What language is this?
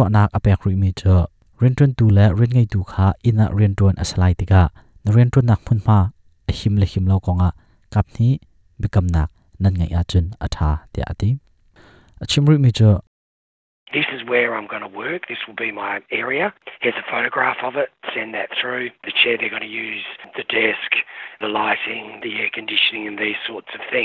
Hakha Chin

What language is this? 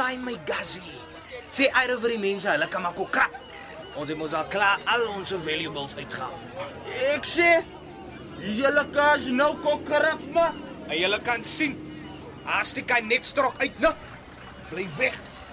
Afrikaans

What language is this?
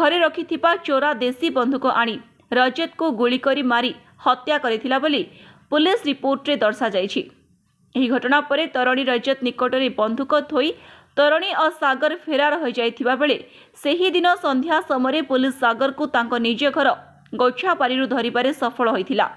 Odia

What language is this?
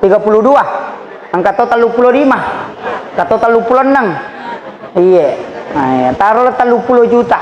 Buginese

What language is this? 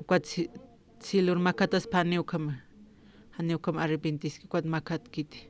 Aymara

